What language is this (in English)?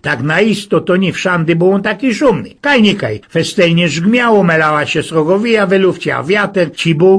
Silesian